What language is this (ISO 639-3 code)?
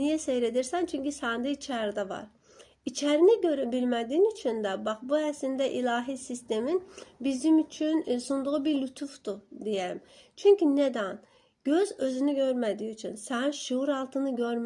aze